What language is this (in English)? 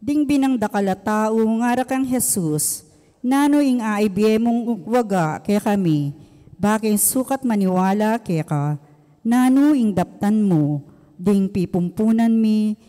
Pampanga